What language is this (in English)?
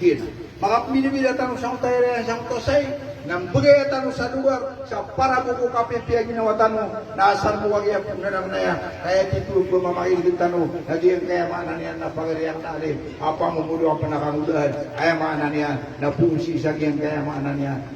Maranao